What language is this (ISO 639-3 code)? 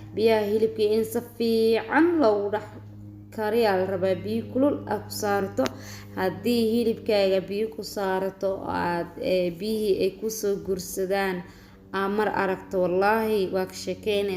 som